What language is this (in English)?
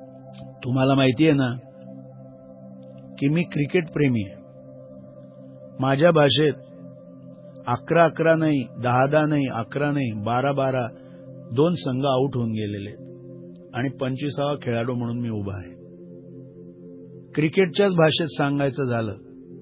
Marathi